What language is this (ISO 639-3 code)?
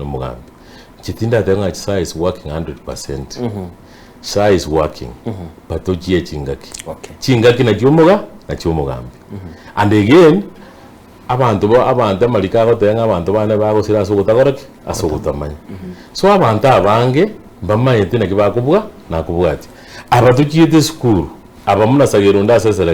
guz